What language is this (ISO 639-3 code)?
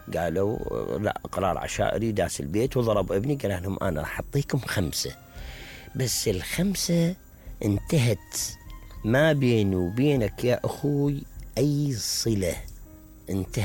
acm